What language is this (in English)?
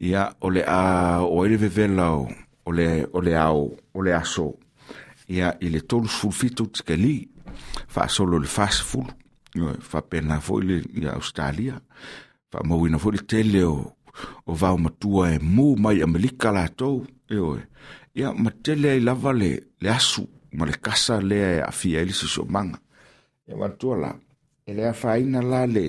Samoan